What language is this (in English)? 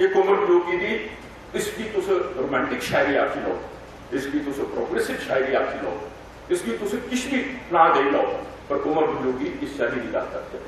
Dogri